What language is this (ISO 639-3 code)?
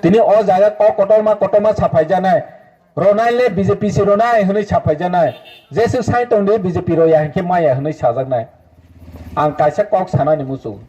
trp